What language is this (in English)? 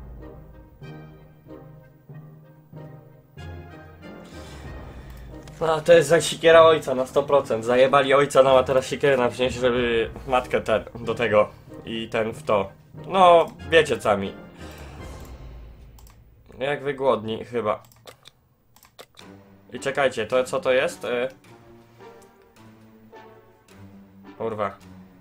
Polish